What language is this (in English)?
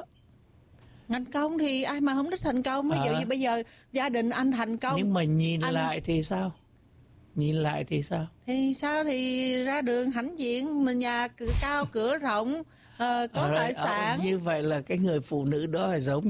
Vietnamese